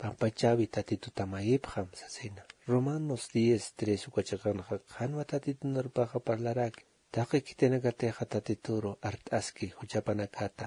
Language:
Aymara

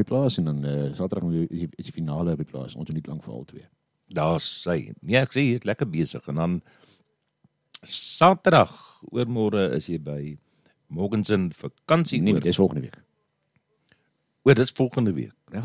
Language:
Afrikaans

